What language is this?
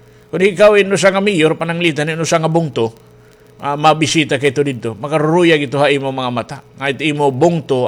Waray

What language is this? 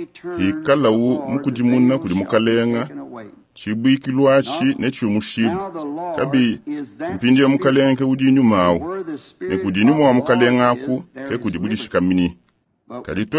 Luba-Lulua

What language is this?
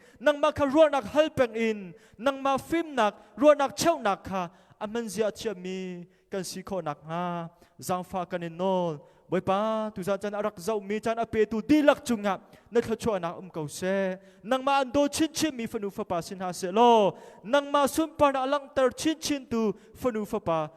Hakha Chin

